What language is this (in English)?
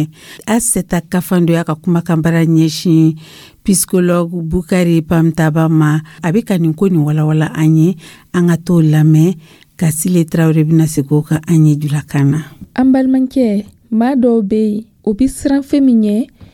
Dyula